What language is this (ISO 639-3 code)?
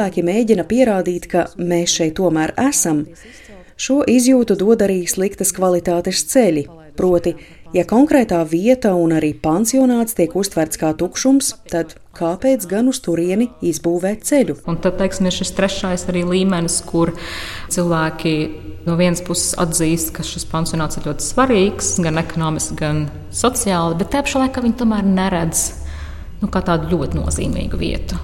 lav